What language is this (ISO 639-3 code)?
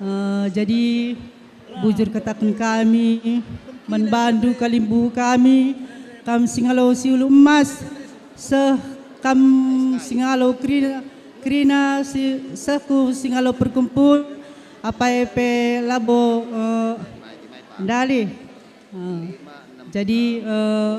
btx